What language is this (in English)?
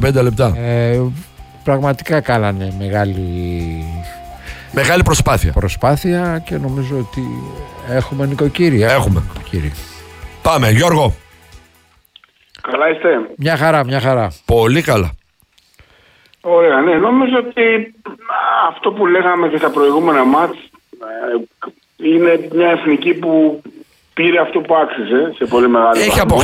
Greek